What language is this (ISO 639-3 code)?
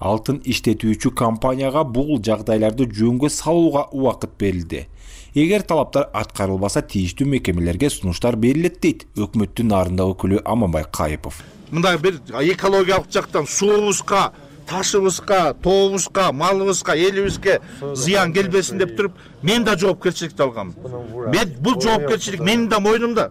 kir